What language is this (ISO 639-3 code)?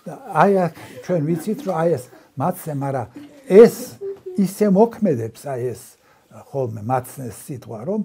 kat